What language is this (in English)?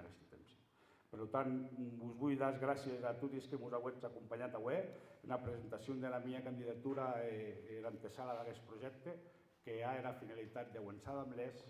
Occitan